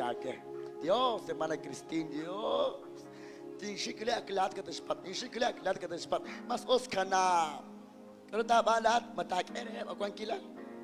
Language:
Kekchí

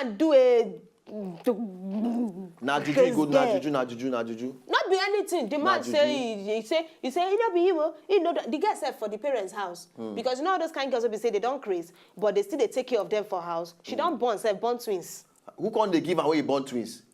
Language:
Nigerian Pidgin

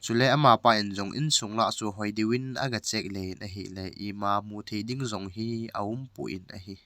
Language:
Thado Chin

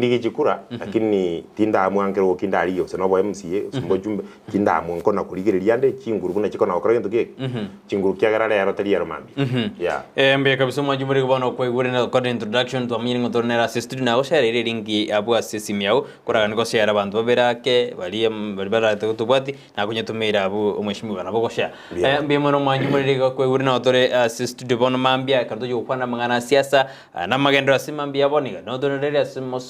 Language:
Gusii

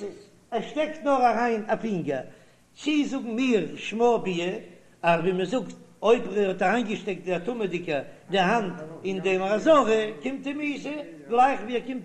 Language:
Yiddish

